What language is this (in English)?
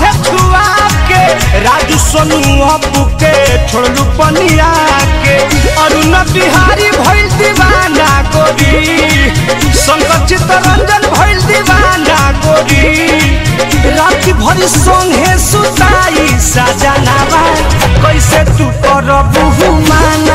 Bhojpuri